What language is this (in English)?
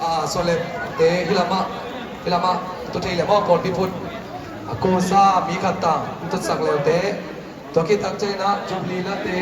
Tedim Chin